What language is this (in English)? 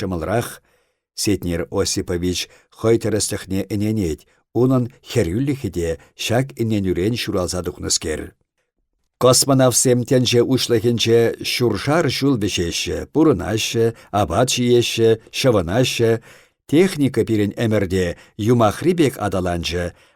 Chuvash